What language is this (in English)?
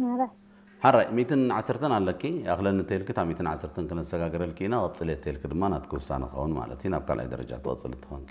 Tigrinya